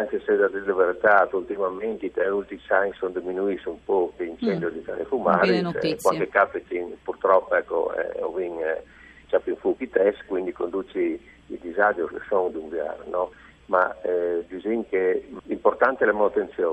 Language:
Friulian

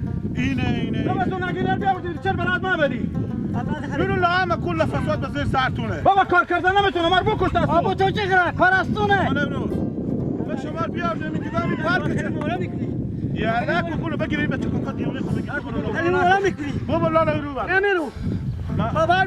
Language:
Hazaragi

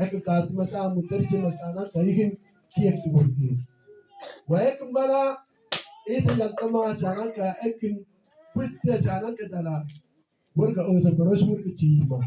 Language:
Mabaan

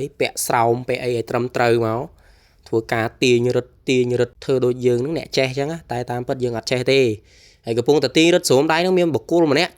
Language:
Khmer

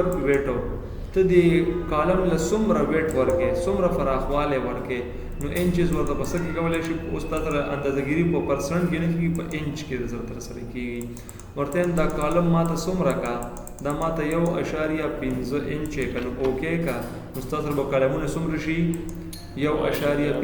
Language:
Pashto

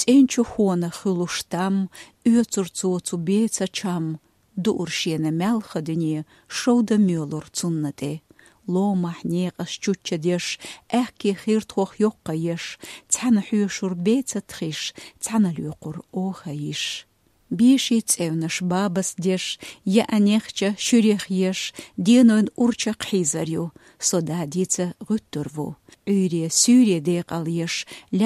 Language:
Chechen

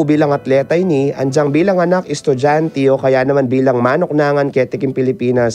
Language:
Pampanga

